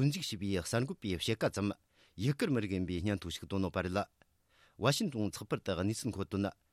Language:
Tibetan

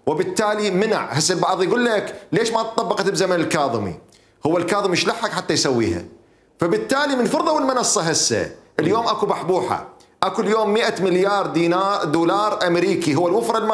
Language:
Mesopotamian Arabic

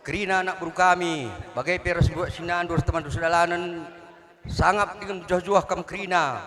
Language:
Batak Karo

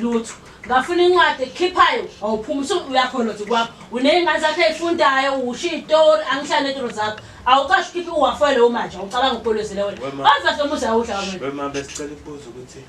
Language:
Zulu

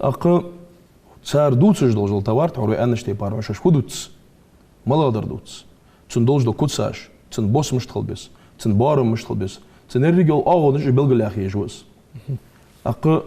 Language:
Ingush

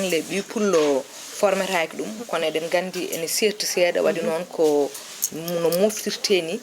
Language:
Fula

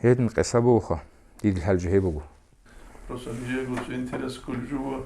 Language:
Avaric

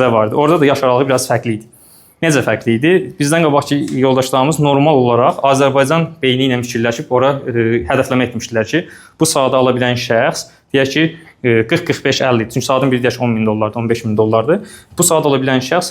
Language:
Azerbaijani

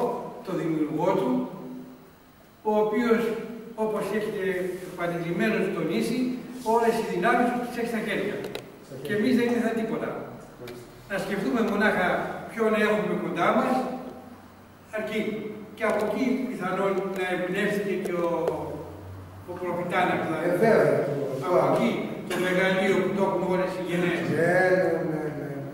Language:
Greek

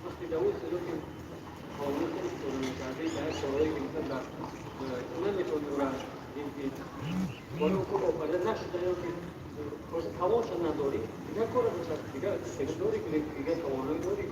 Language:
Tajik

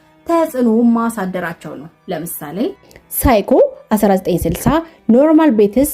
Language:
Amharic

